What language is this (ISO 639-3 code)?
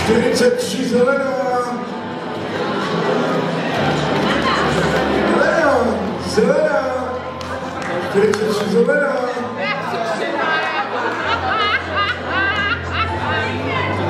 ces